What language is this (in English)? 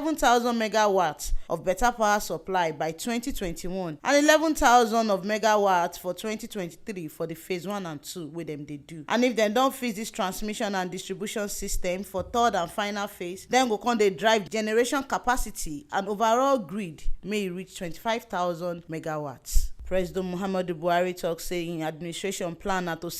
Nigerian Pidgin